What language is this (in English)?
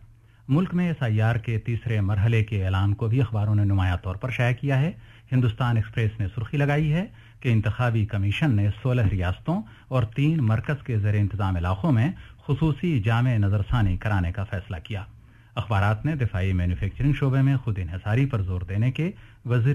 Urdu